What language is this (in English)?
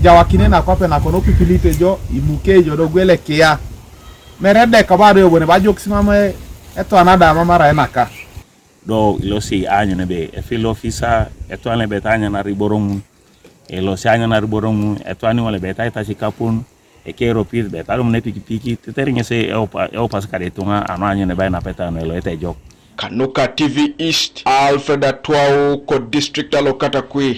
Teso